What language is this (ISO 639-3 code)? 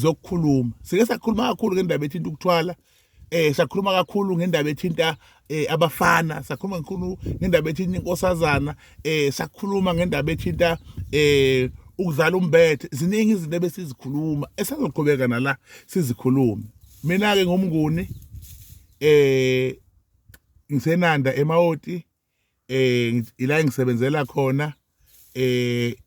zul